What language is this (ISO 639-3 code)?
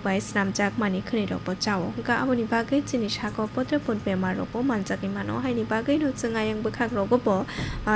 trp